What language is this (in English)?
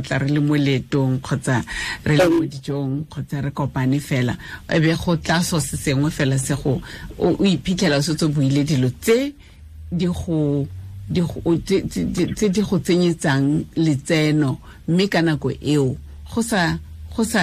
Tswana